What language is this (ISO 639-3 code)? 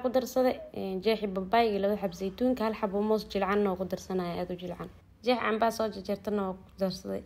som